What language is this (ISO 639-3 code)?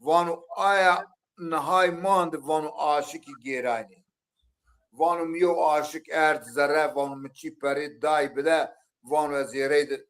zza